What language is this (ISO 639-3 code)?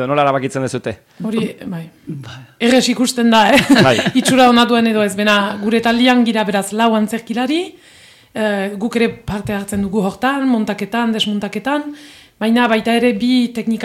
eus